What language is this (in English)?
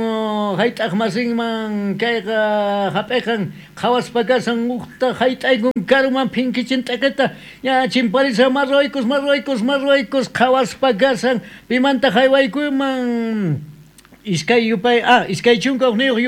South Bolivian Quechua